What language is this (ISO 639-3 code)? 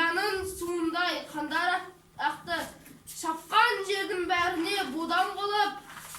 kaz